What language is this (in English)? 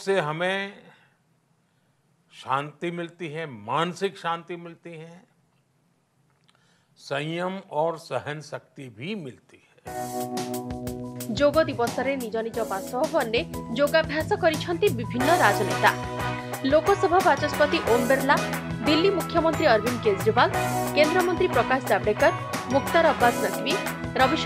Odia